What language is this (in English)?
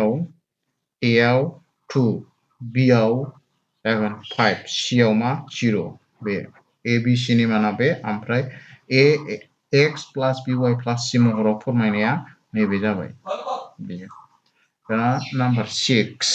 Bodo